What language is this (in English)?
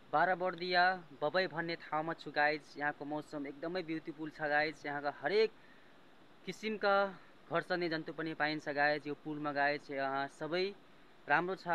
Nepali